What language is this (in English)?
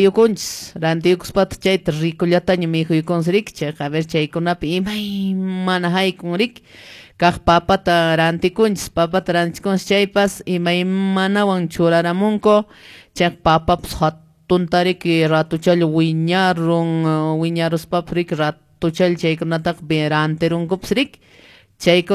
Quechua